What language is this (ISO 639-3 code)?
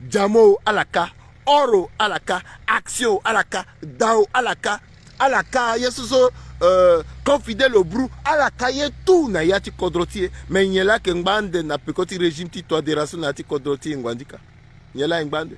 sag